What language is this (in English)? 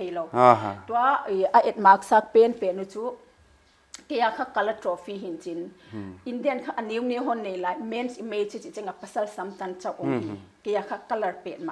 Paite Chin